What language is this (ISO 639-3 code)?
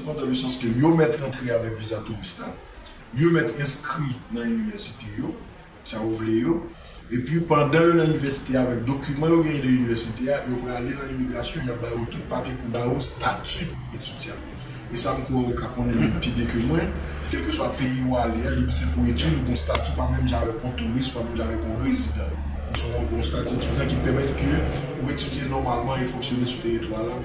hat